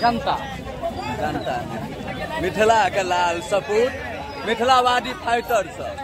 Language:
Maithili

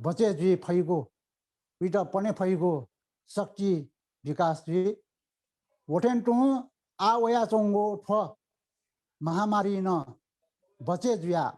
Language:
Newari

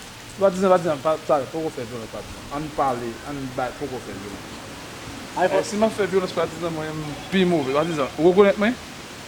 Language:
Haitian Creole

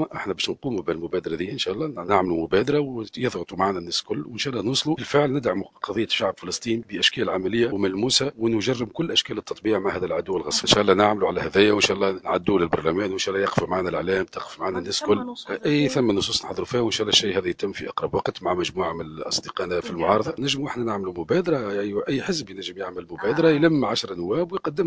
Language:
Tunisian Arabic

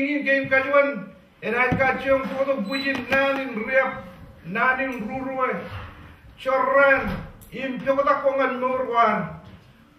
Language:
Marshallese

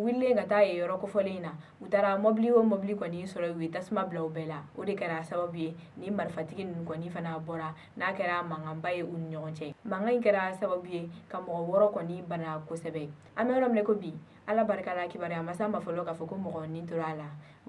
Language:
Bambara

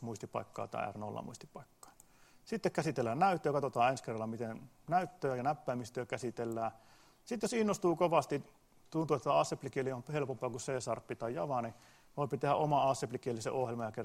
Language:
Finnish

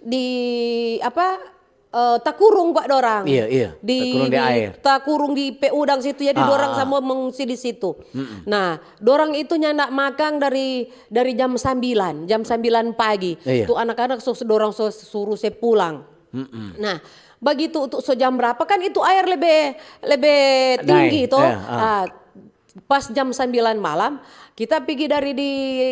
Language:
Manado Malay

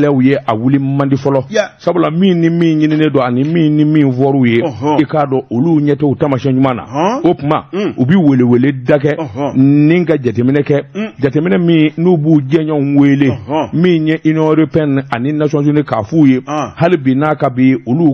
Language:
Bambara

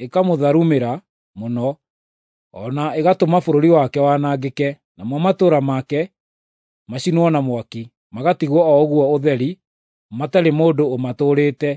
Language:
Kikuyu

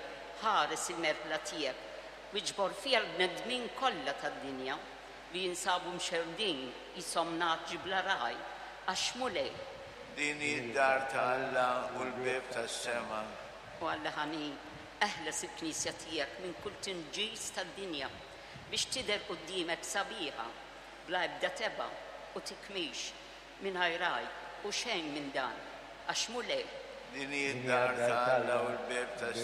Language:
Maltese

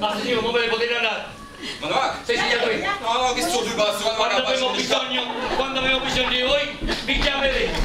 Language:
Neapolitan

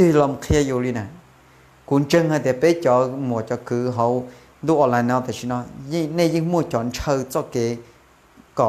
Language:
Hmong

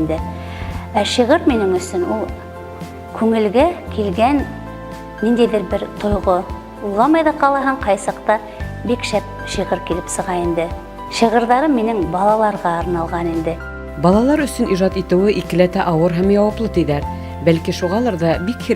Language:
Bashkir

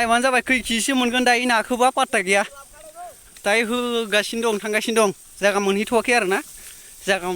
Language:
Bodo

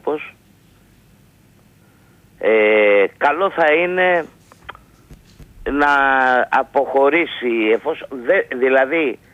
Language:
Greek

